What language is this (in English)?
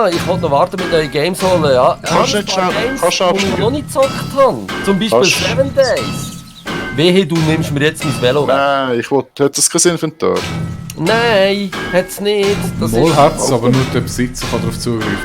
Swiss German